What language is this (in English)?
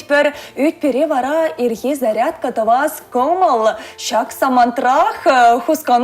Chuvash